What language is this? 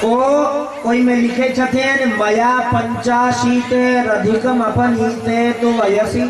Maithili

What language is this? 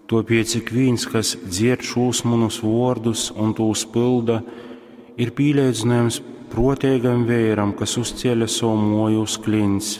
Latgalian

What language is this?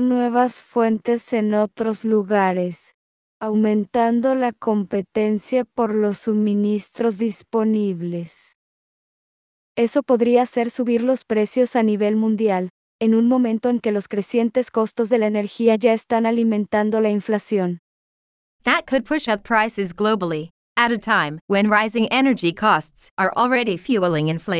Spanish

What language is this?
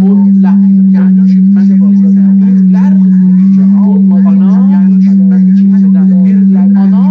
South Azerbaijani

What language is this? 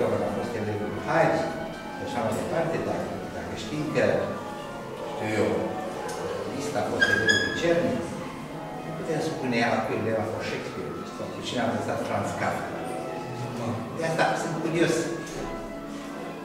Romanian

